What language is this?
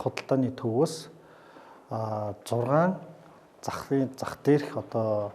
Mongolian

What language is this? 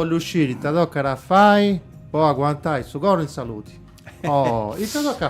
Sardinian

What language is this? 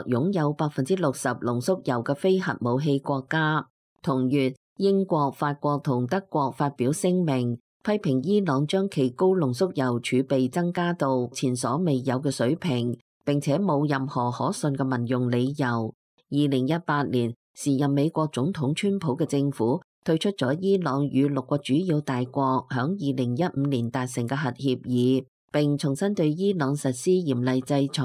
Cantonese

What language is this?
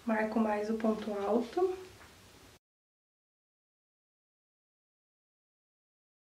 Portuguese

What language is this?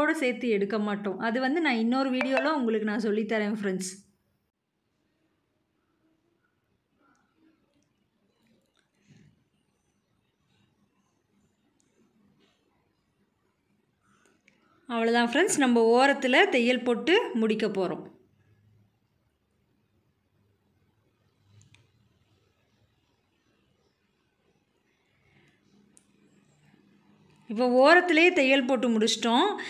Tamil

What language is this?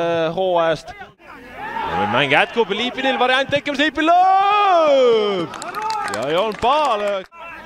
Estonian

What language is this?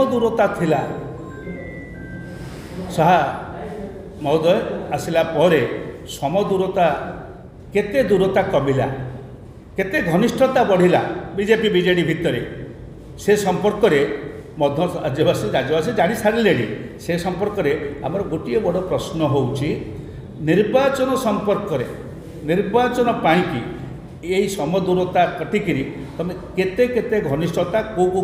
Odia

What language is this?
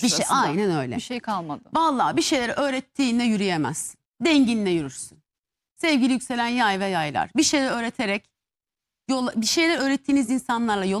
Turkish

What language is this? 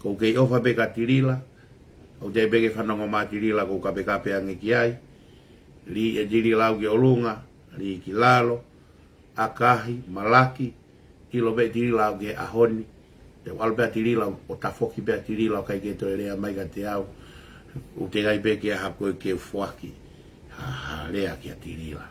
Tongan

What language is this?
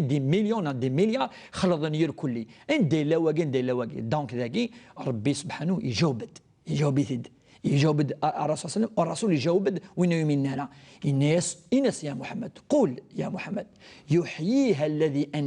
Kabyle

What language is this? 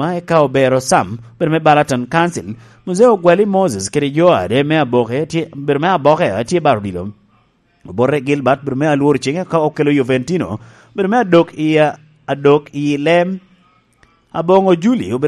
Lango (Uganda)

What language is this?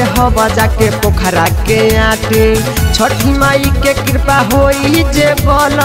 Bhojpuri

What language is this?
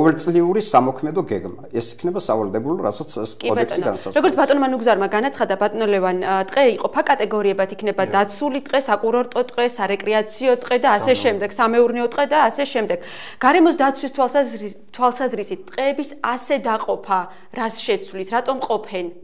Georgian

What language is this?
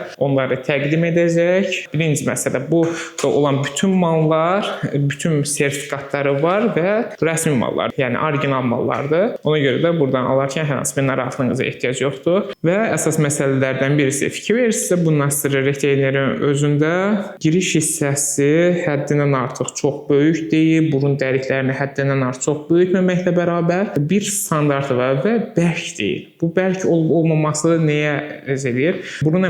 Azerbaijani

